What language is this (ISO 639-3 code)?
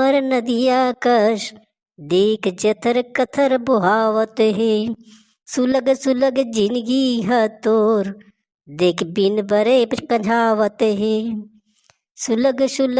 hne